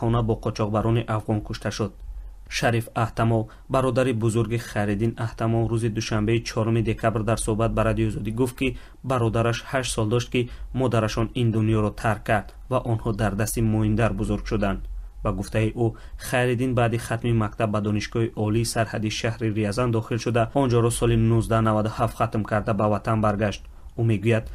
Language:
Tajik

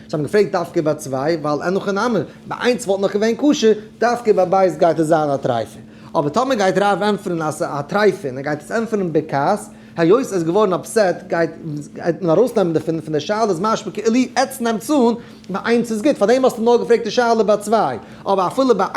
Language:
Yiddish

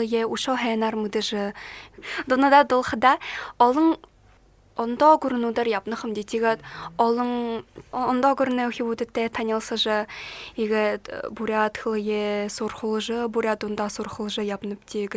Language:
Buriat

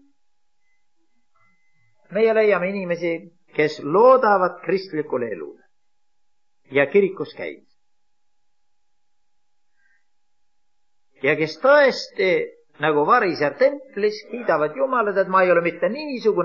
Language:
Estonian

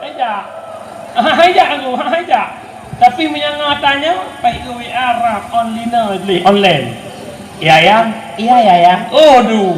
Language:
Achinese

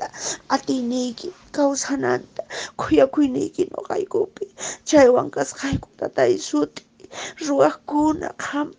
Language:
Quechua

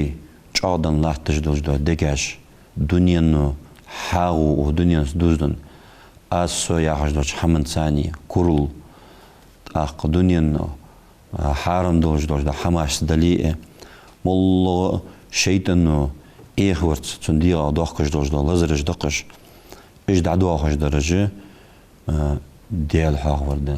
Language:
Ingush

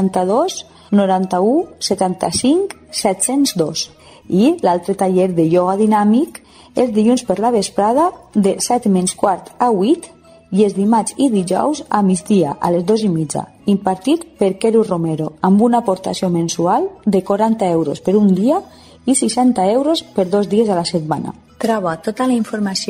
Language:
Catalan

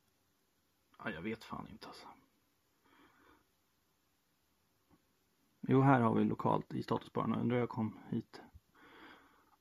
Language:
Swedish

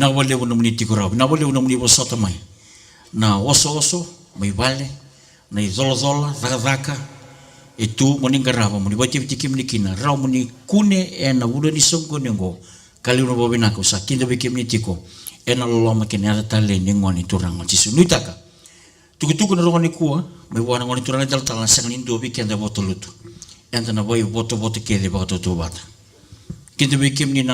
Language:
Fijian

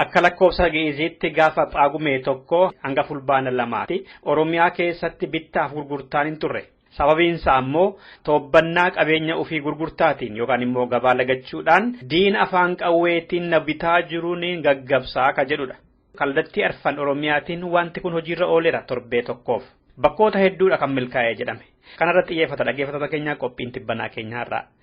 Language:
Oromo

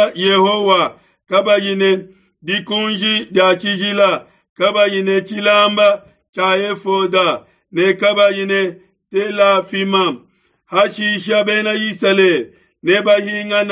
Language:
Luba-Lulua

